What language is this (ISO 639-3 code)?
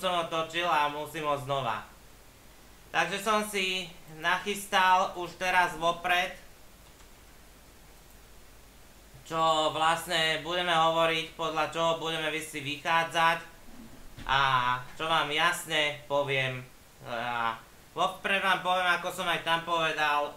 slk